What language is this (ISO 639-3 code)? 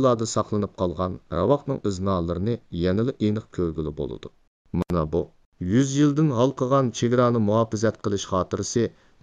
uig